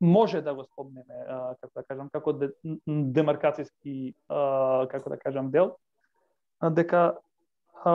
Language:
Macedonian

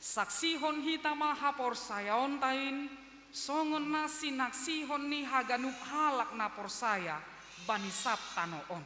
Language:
Batak Simalungun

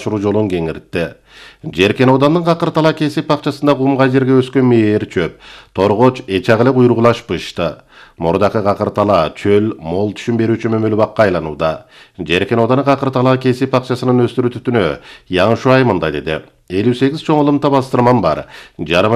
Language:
Kyrgyz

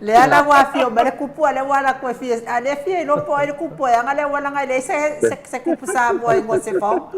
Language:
Samoan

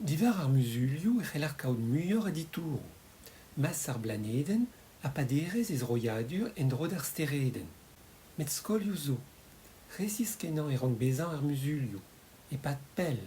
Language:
Breton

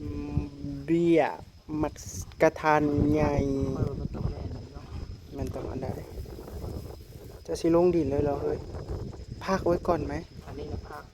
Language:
Northeastern Thai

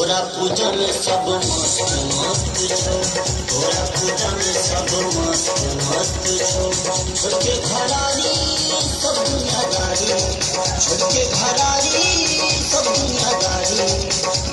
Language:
Maithili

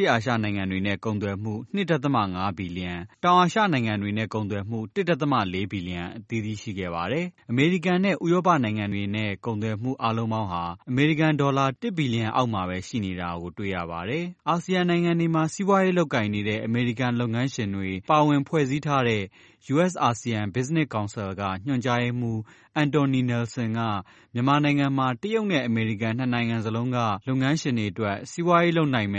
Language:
Burmese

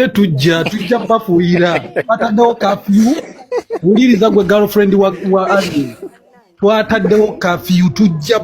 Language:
Ganda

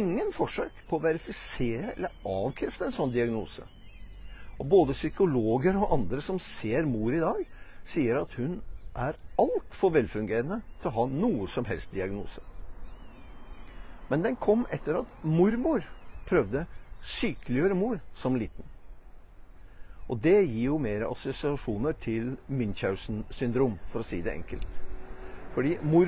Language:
Norwegian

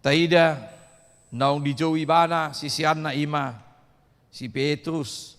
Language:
Batak Toba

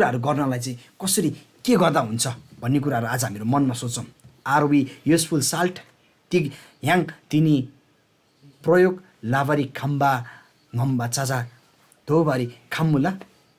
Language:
Eastern Tamang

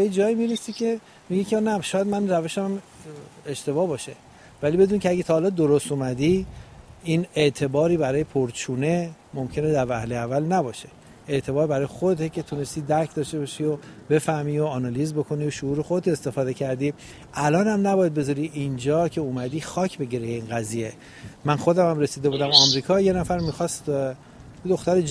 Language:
Persian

